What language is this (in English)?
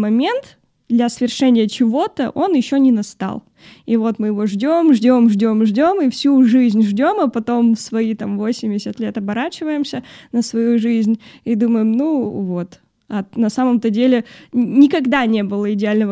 Russian